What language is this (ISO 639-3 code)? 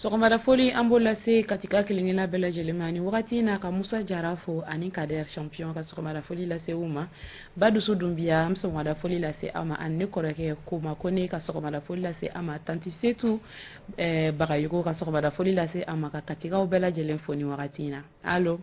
bam